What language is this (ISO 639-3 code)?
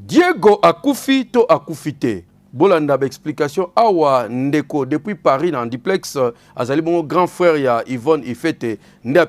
lin